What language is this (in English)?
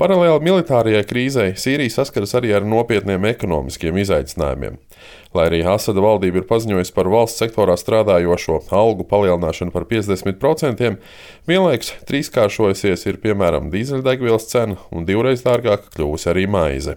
Latvian